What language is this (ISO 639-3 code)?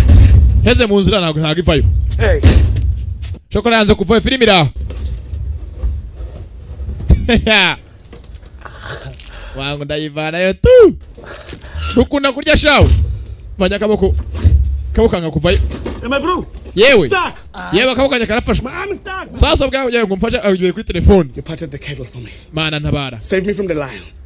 kin